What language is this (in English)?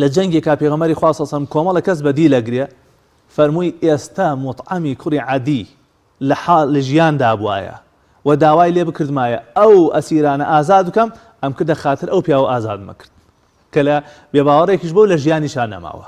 Central Kurdish